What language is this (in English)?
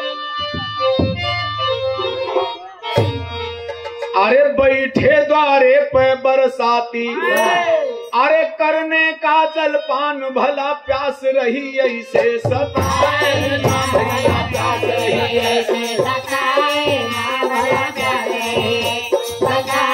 Bhojpuri